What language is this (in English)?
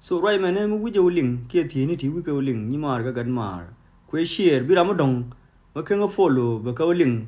Nuer